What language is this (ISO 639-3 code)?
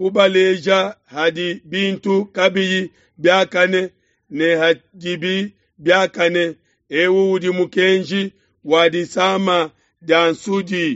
lua